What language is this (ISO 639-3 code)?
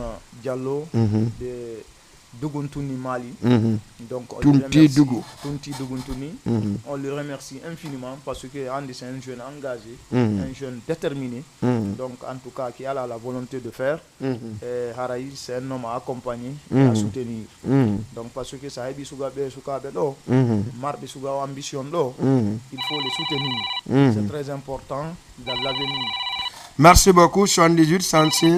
ful